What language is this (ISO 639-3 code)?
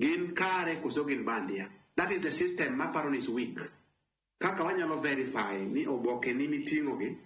luo